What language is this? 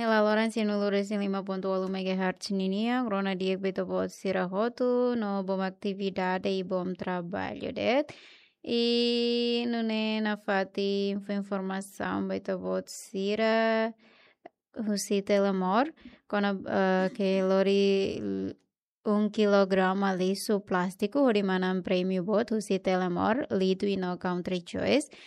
Tetum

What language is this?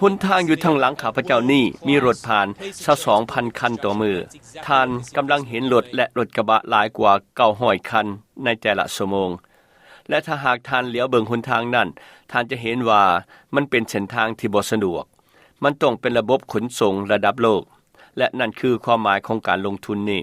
Lao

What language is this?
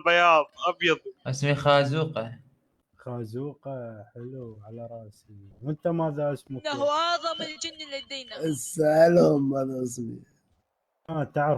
Mesopotamian Arabic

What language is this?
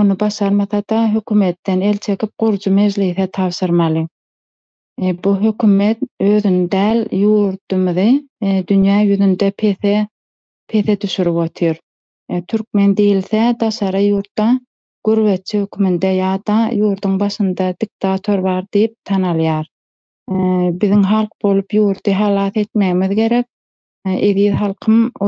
Turkmen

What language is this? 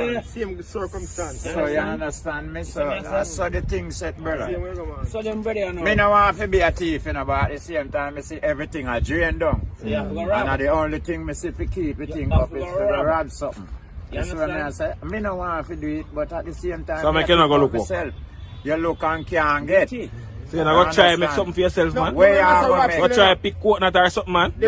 Jamaican Creole English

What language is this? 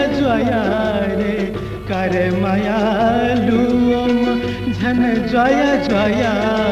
Newari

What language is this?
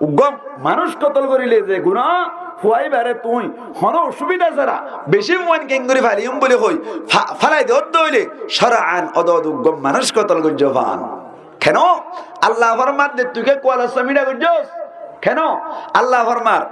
Rohingya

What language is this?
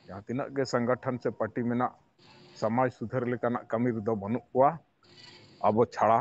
Santali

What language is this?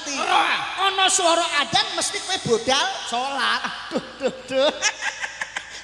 Javanese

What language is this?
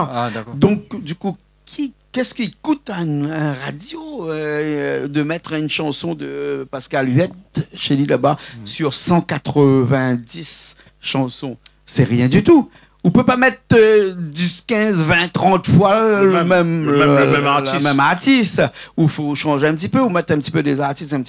Réunion Creole French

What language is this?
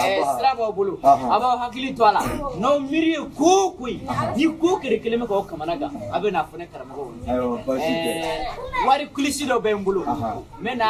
Bambara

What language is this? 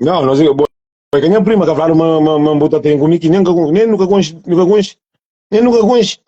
Kabuverdianu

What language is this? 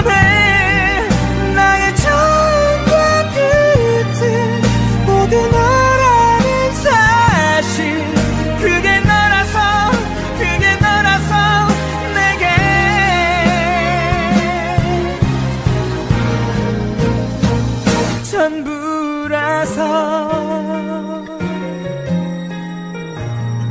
Korean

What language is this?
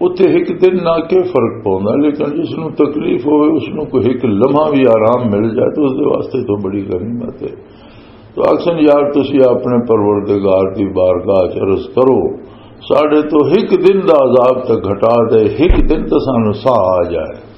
Western Panjabi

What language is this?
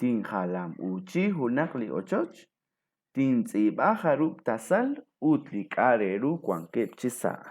Kekchí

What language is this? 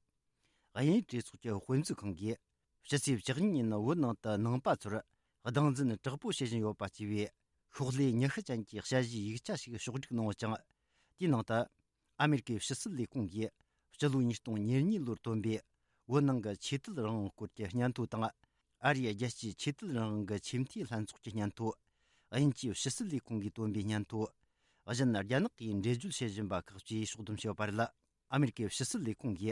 Tibetan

